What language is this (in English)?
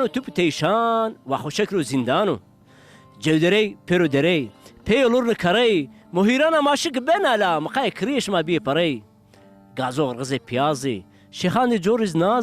Zaza